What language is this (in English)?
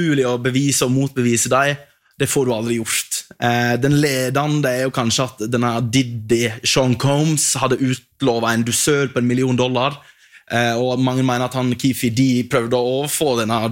Norwegian